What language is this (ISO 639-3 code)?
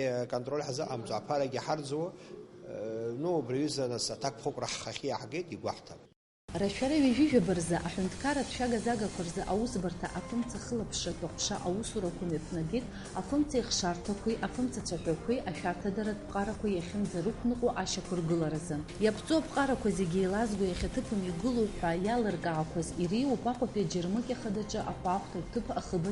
abk